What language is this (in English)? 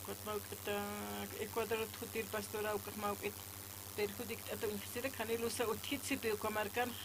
Aymara